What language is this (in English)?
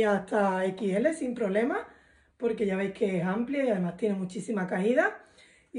Spanish